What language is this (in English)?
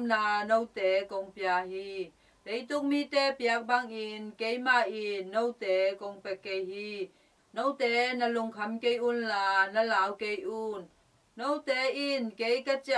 Tedim Chin